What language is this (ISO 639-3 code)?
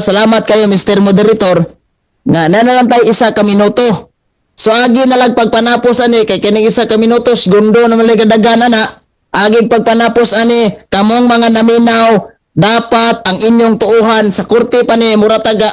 ceb